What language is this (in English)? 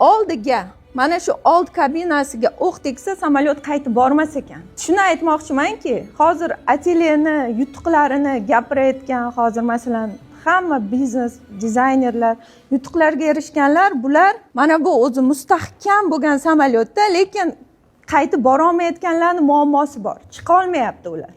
Uzbek